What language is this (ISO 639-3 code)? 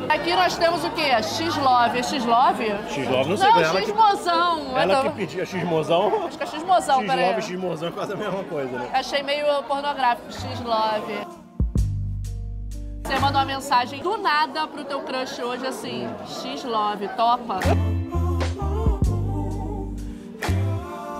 por